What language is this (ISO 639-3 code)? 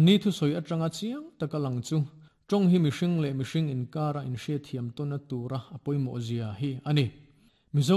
lus